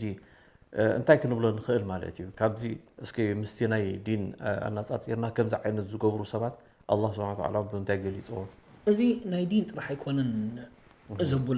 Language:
Tigrinya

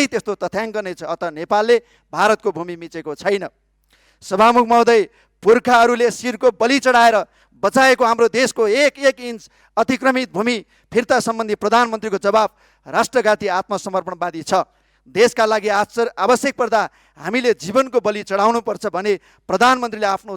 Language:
Nepali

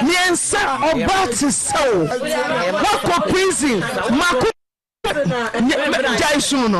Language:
Akan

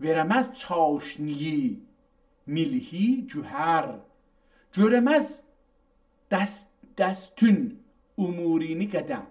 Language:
South Azerbaijani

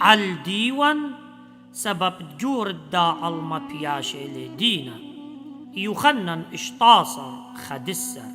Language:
Assyrian Neo-Aramaic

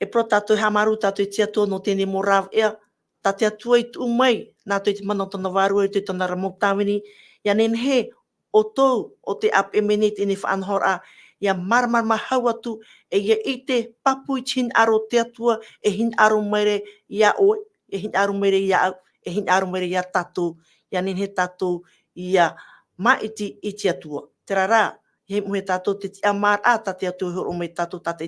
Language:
Tahitian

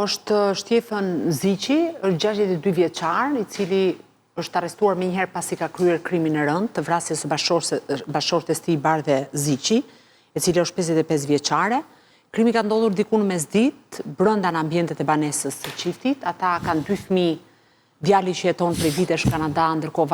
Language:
Albanian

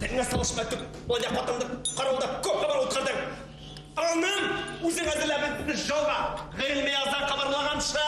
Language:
Bashkir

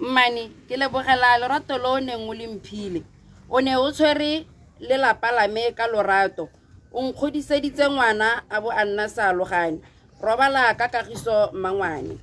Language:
Tswana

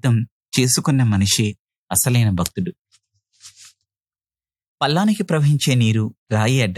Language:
Telugu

